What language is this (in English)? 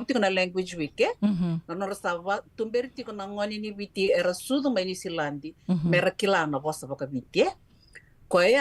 Fijian